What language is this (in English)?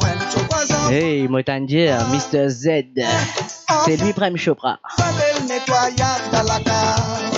Morisyen